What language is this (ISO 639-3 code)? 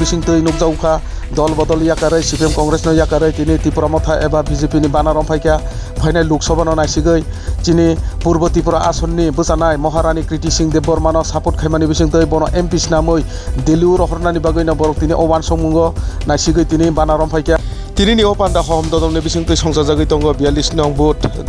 trp